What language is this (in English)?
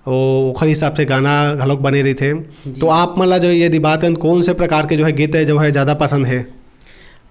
Chhattisgarhi